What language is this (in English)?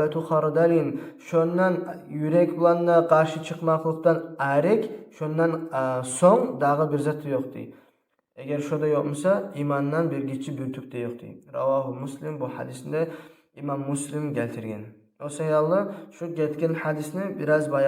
Kumyk